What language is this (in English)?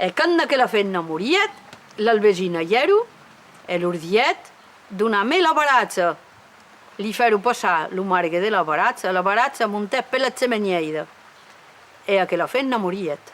Occitan